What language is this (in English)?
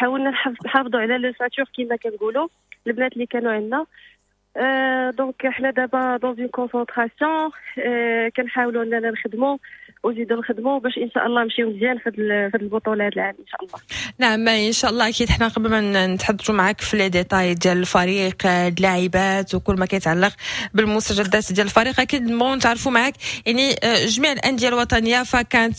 Moroccan Arabic